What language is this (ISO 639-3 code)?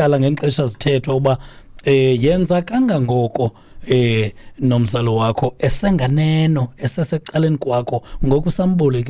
xho